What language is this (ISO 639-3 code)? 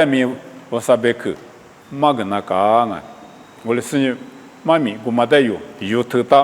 lis